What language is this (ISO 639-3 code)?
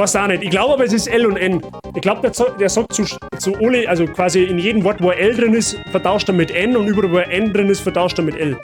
bar